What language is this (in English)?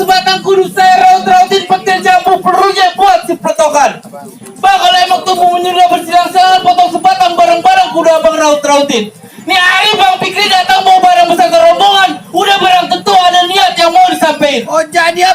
Betawi